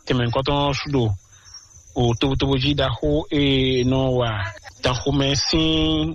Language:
Fon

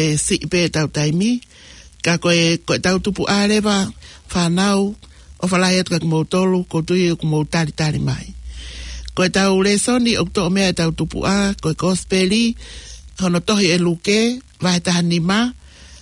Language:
Tongan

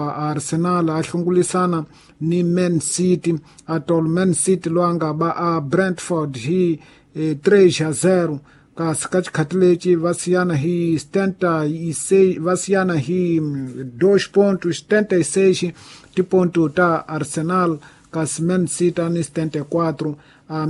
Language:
Tsonga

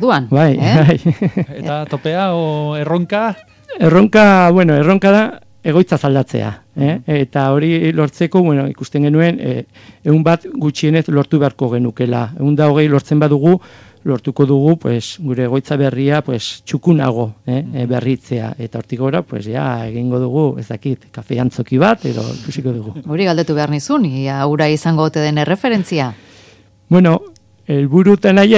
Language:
Basque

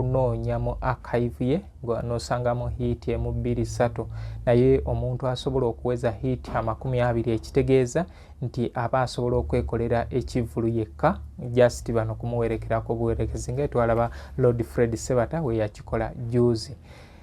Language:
Ganda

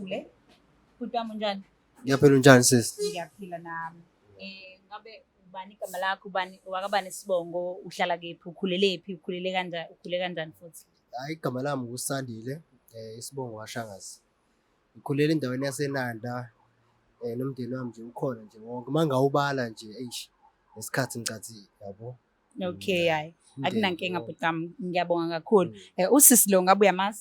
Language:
Zulu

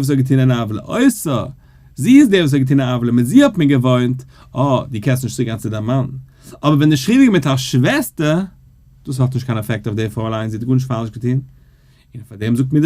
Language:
Yiddish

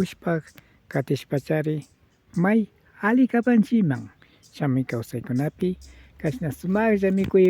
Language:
Imbabura Highland Quichua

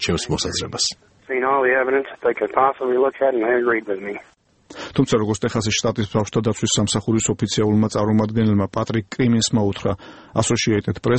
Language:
Georgian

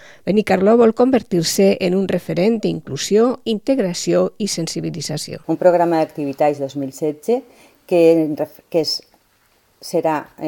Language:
Catalan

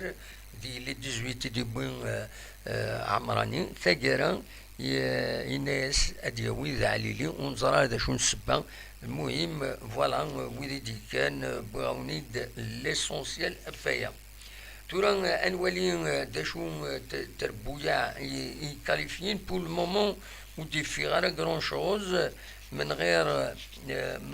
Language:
Kabyle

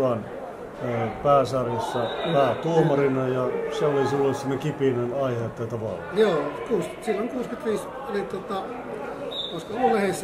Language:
Finnish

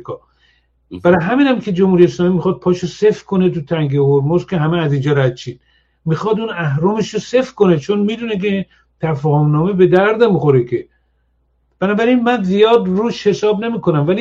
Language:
Persian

